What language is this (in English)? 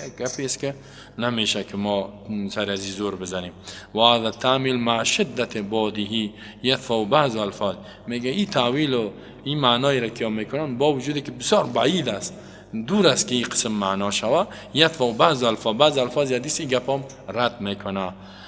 Persian